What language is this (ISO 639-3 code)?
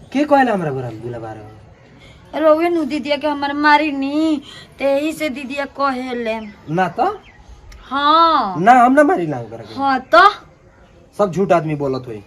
bho